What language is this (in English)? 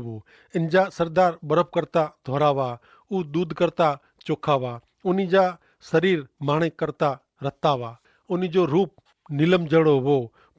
Kachhi